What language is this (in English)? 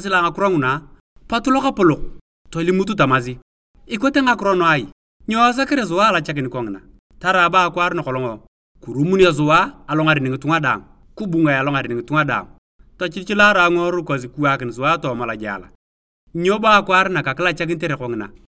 Turkana